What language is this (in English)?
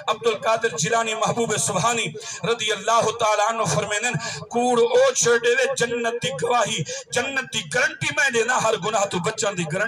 Saraiki